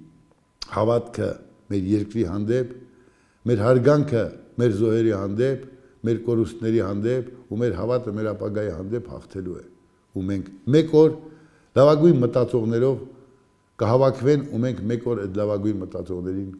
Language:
Armenian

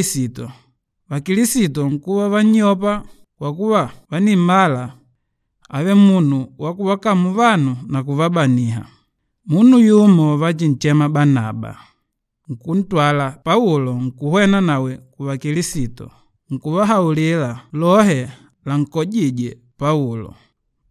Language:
Makonde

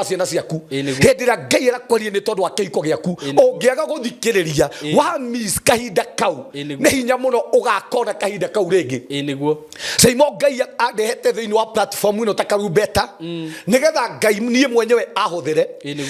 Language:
Kikuyu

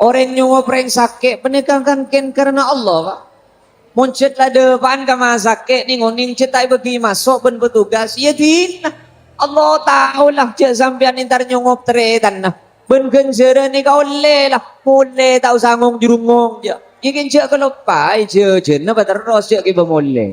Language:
Madurese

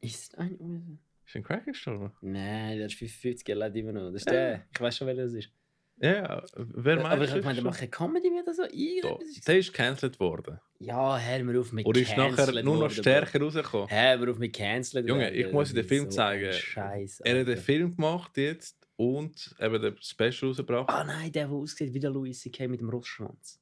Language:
Swiss German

